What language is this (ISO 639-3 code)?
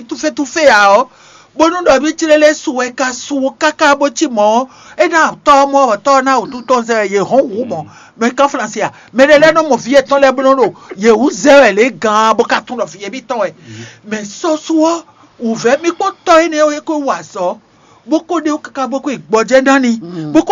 fon